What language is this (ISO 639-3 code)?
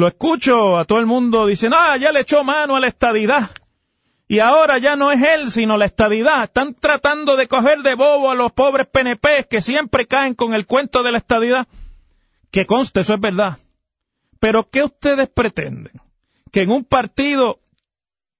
spa